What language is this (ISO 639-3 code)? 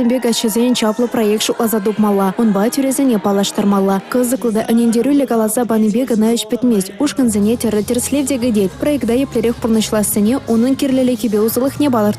chv